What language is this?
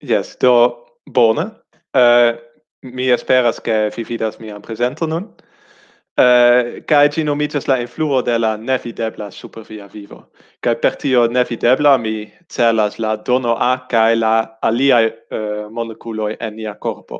Esperanto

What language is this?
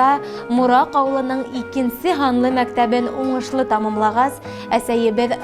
Bashkir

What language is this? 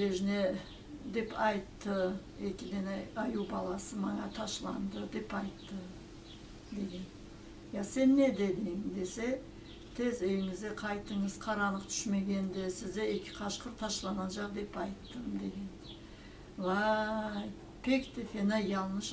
Crimean Tatar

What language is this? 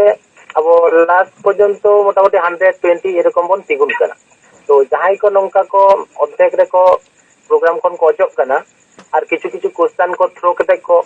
Santali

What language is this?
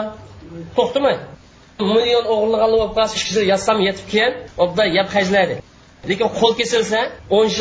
Uyghur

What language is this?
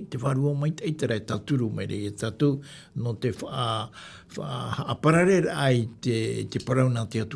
Tahitian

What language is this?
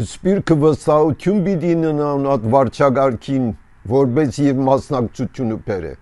Armenian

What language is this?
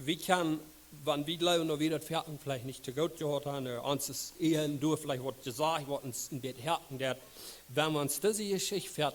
Plautdietsch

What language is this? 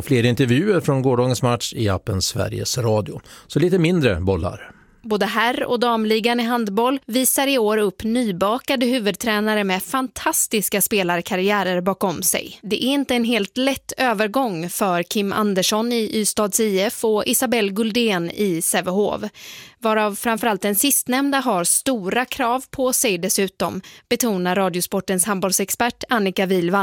Swedish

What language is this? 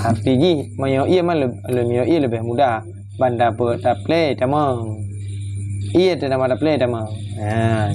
Achinese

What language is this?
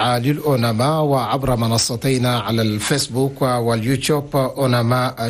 Chadian Arabic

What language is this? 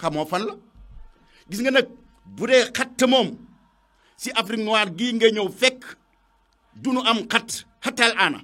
Wolof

